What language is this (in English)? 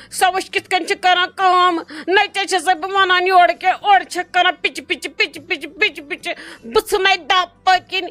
Kashmiri